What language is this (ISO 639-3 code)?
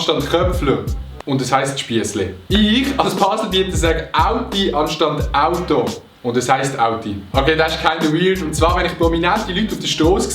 gsw